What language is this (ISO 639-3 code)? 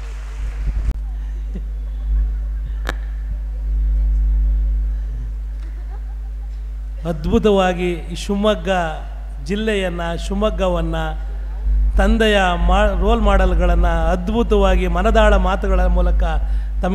kan